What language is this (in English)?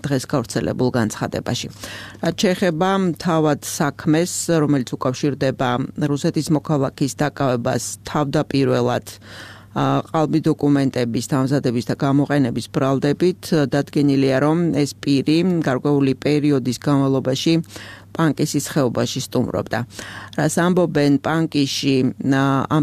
Georgian